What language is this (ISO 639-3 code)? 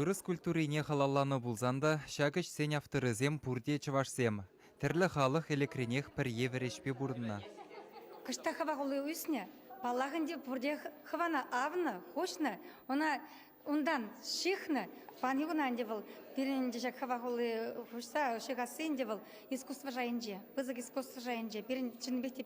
chv